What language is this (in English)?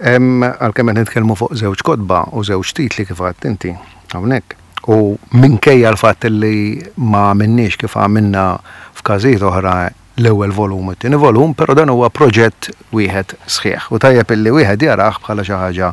Maltese